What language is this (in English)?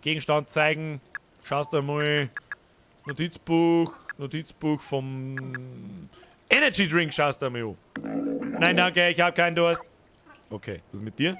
Bavarian